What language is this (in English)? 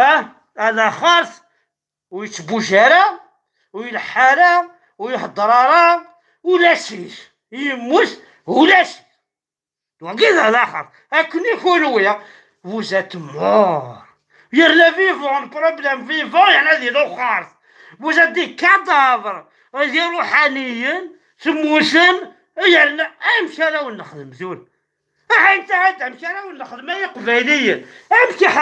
Kabyle